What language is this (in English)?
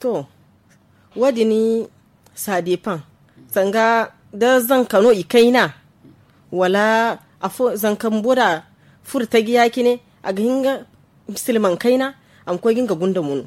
Zarma